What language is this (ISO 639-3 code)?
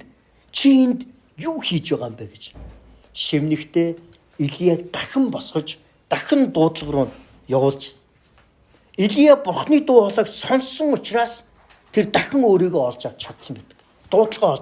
mon